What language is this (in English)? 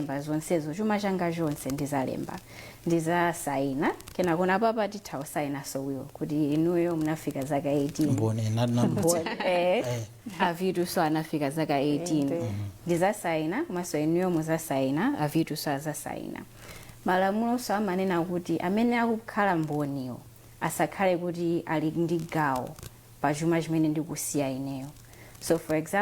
Nyanja